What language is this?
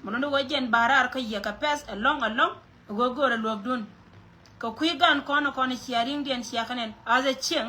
Nuer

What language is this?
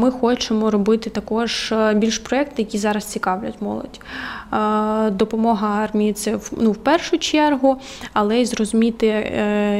Ukrainian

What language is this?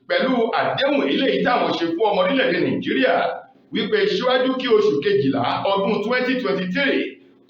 Yoruba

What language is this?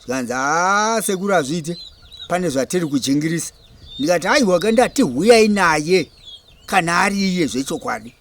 Shona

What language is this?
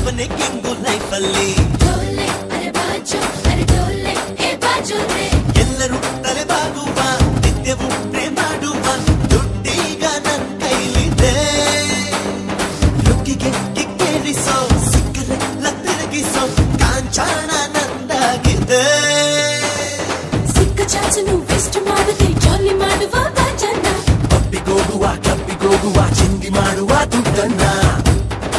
Kannada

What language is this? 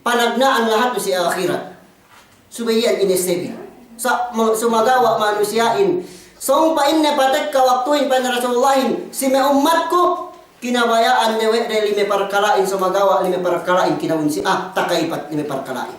Yakan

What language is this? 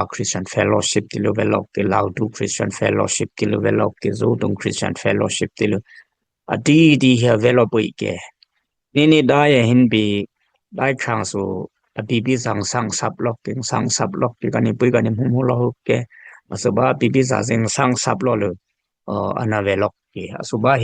Dimasa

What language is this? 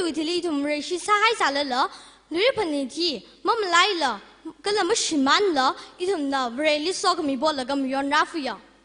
Tangkhul Naga (India)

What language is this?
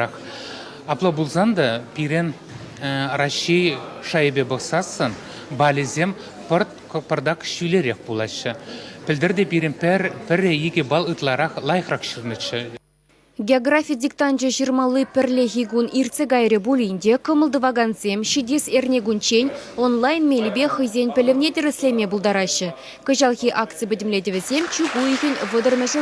Chuvash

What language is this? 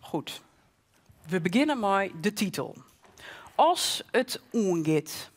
Western Frisian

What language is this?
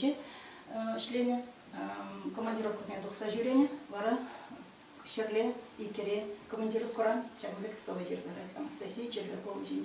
Chuvash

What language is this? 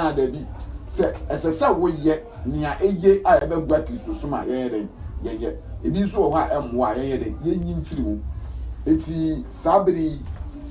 Akan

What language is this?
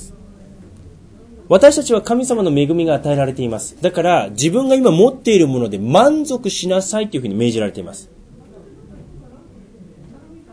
Japanese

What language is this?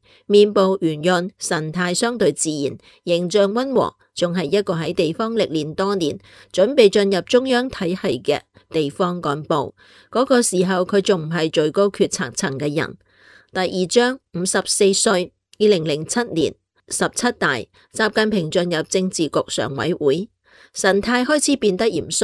Cantonese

